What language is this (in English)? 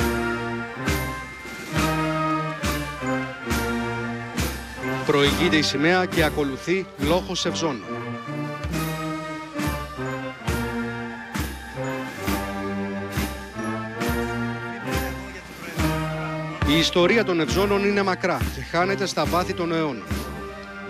Greek